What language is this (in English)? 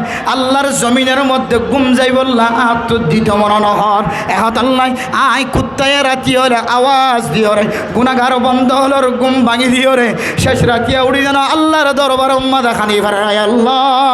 Rohingya